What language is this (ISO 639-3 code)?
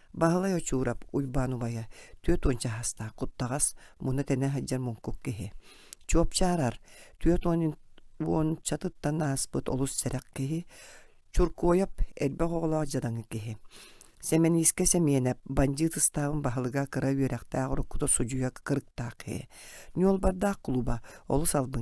sah